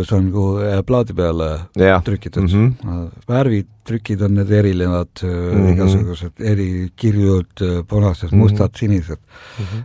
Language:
Estonian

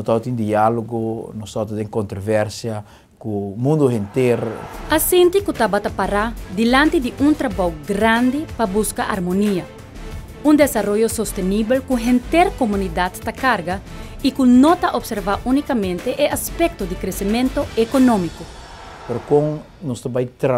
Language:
Papiamento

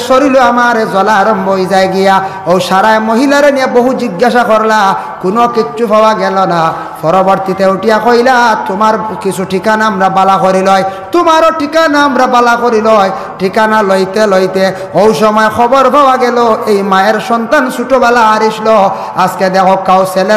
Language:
Sylheti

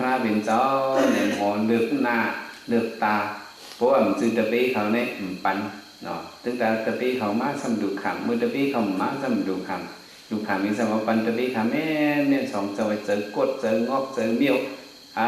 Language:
Shan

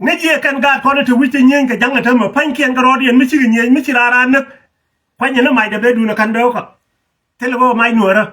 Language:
Nuer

